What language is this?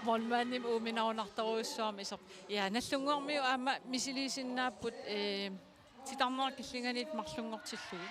Kalaallisut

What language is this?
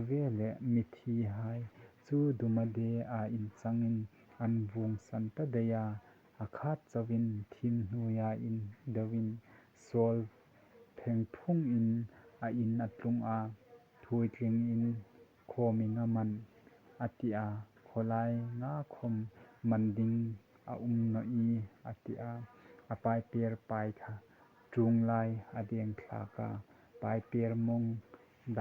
Hmar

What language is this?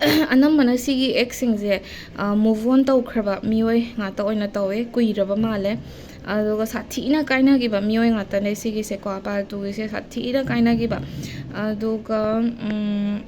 Manipuri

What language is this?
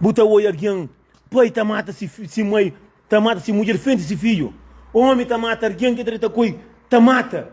Kabuverdianu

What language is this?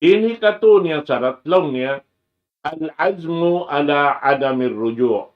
Tausug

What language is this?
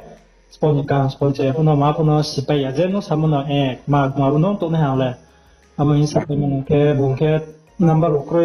Riang (India)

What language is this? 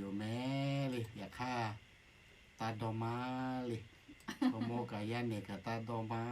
Lahu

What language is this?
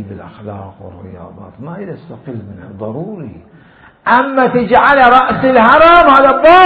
Mesopotamian Arabic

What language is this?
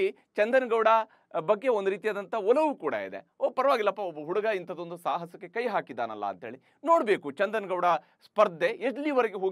Kannada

